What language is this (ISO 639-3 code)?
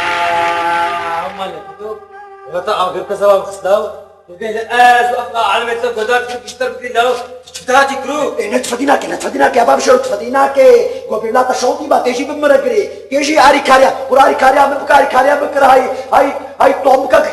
kur